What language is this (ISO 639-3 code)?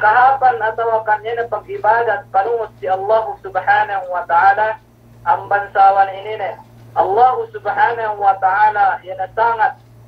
yka